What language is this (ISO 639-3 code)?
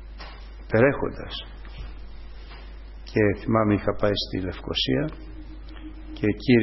ell